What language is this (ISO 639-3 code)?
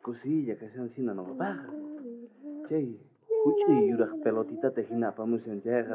quh